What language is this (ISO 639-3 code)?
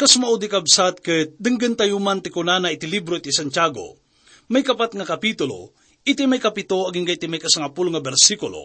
ilo